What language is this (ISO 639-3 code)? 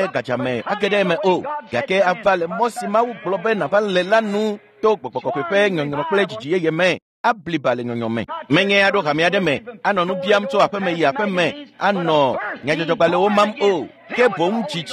ewe